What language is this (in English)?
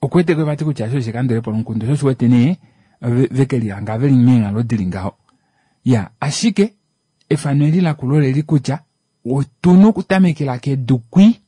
Kuanyama